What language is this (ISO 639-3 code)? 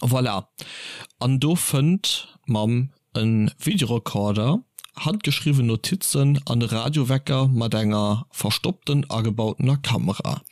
ltz